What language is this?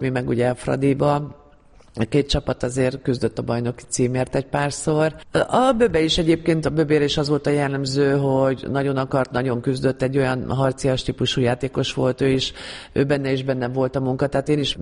Hungarian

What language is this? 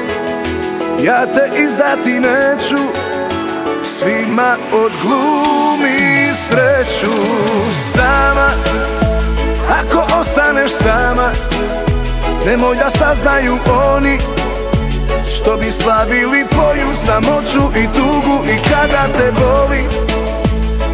Serbian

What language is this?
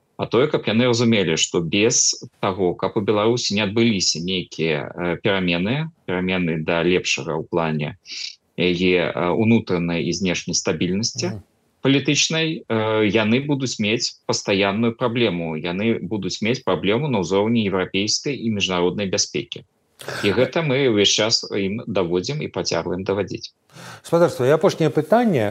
Belarusian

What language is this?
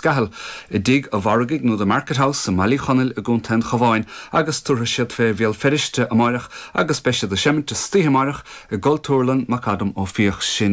Irish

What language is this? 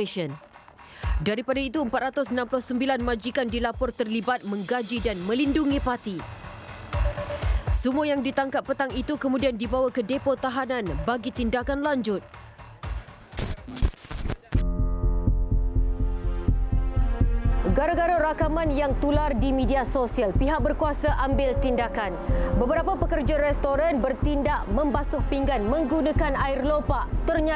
Malay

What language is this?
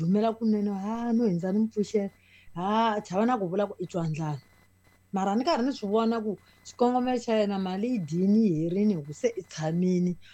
Tsonga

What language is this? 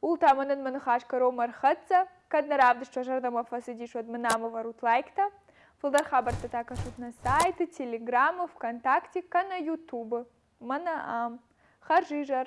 Ossetic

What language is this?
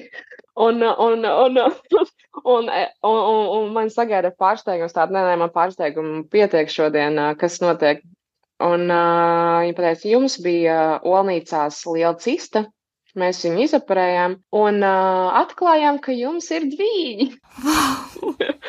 Latvian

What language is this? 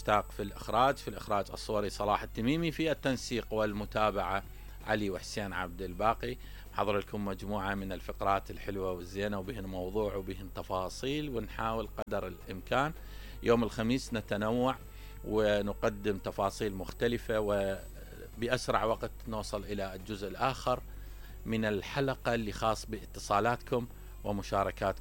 Mesopotamian Arabic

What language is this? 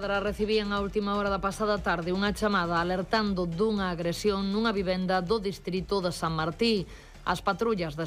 Galician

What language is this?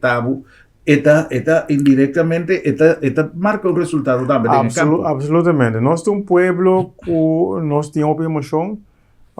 Papiamento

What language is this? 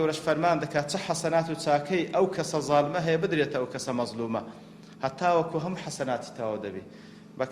Central Kurdish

